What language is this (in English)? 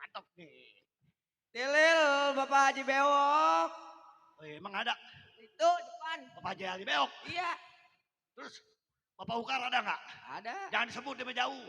Betawi